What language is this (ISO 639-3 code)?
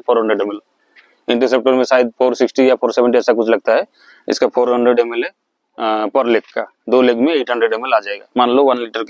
hin